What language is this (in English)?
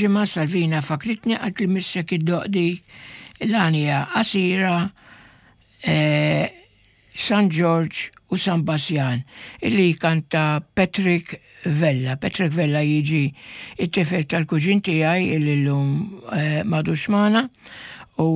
Maltese